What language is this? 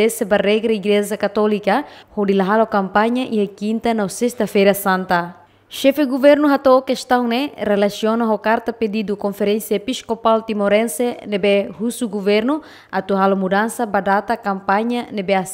Tetum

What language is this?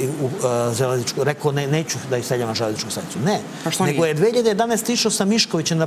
Serbian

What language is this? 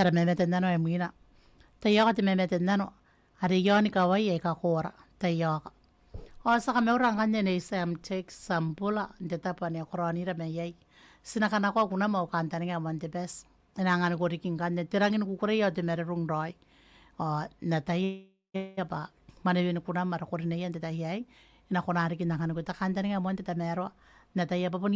Gilbertese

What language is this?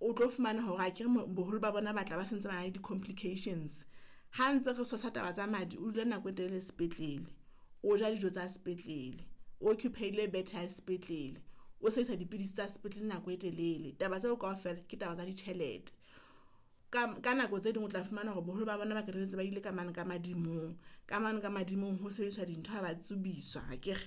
Southern Sotho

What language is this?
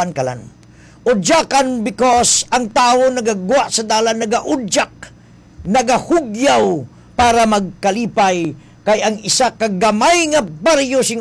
Hiligaynon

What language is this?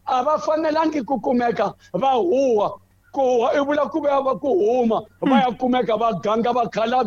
Tsonga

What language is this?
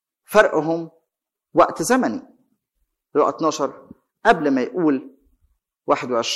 Egyptian Arabic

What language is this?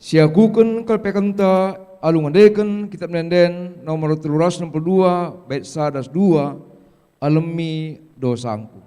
Batak Karo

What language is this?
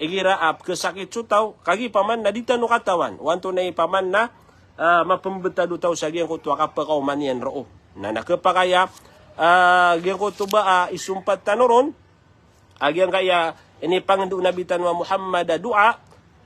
Maranao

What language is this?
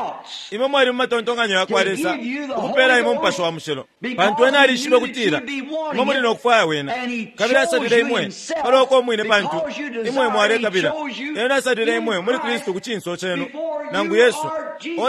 Bemba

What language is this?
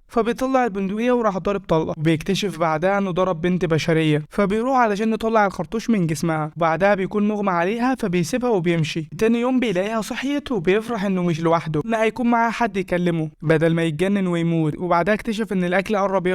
Egyptian Arabic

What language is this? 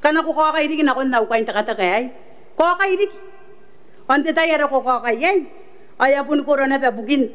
Gilbertese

